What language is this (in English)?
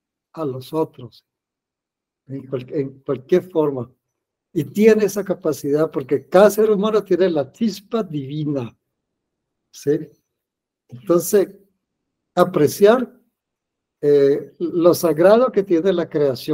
Spanish